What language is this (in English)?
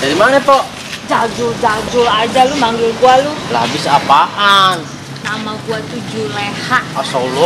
Betawi